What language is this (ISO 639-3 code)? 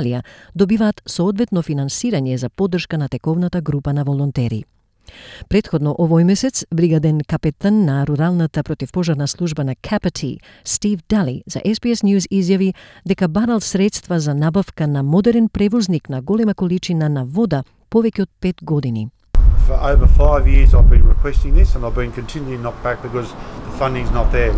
mkd